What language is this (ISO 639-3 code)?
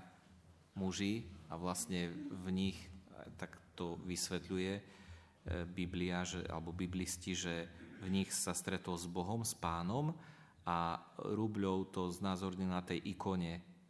slk